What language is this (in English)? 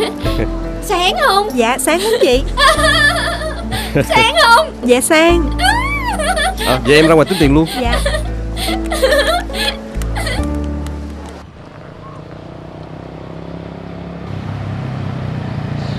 Vietnamese